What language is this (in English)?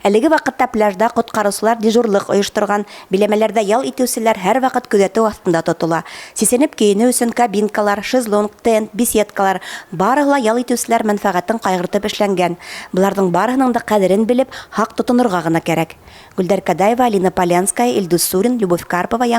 Bashkir